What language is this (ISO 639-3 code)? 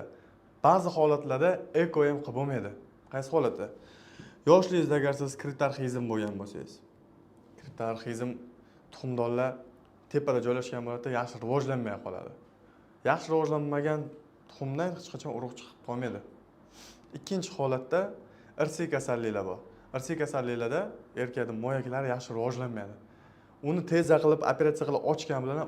uzb